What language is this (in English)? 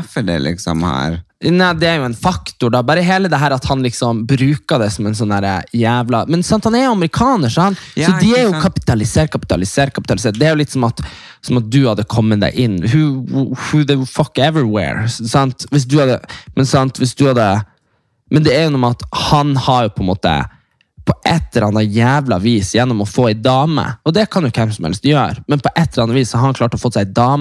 Norwegian